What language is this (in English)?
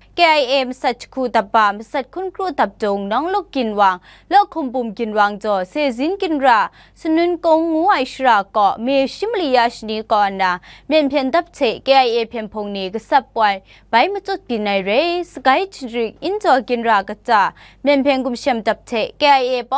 Kachin